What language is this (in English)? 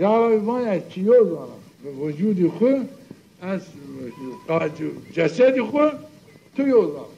Zaza